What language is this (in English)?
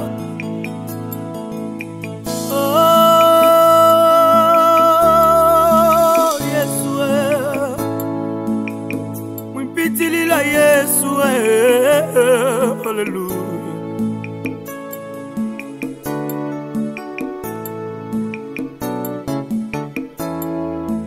Bemba